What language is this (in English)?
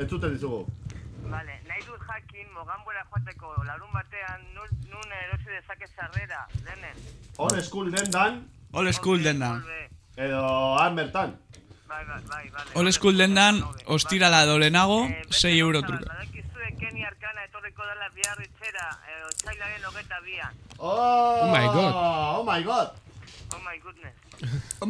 Basque